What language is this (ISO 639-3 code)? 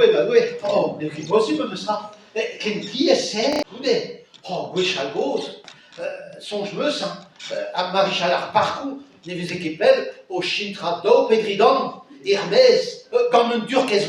bre